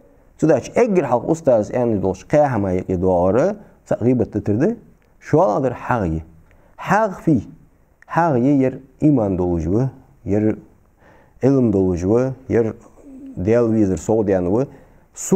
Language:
Ingush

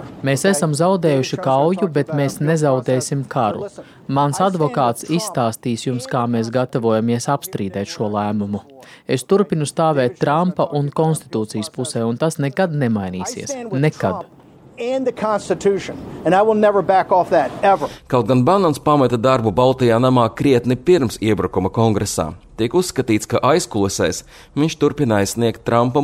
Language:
Latvian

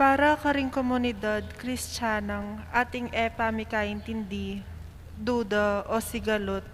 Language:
Pampanga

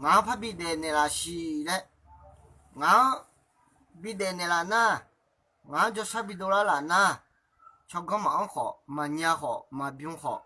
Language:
Akha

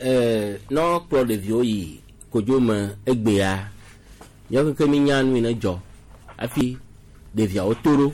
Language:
Gen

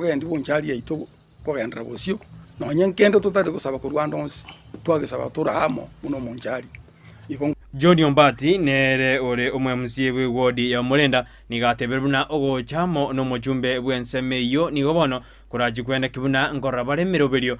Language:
Gusii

